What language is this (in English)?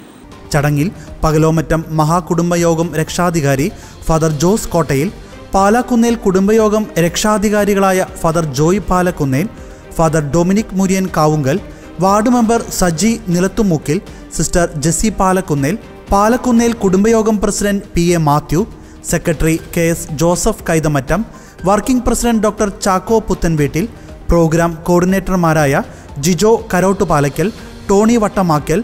Malayalam